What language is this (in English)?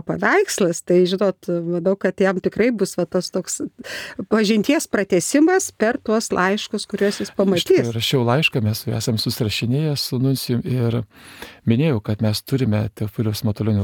Lithuanian